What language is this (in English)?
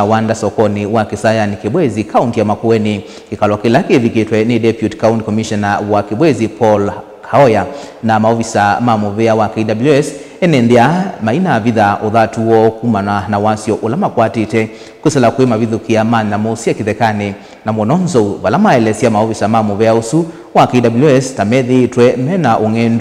Kamba